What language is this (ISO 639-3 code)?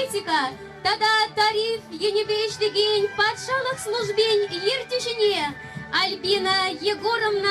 chv